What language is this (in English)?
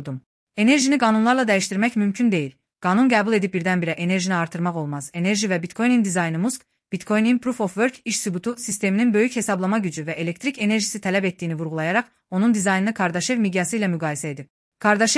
Azerbaijani